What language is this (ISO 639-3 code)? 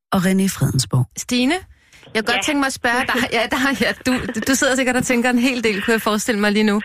dan